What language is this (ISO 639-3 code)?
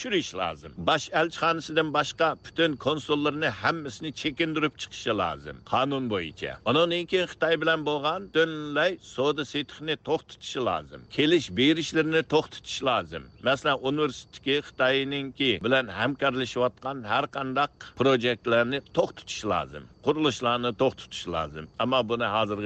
uig